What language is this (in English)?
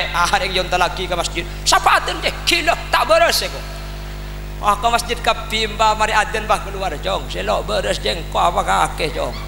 Madurese